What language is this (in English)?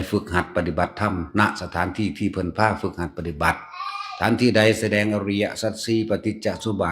Northeastern Thai